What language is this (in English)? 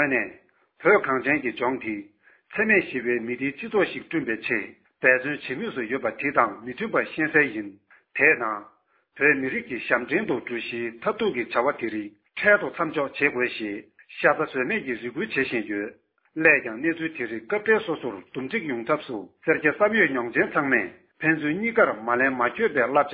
Tibetan